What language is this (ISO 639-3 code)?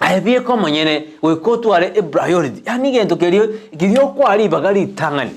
guz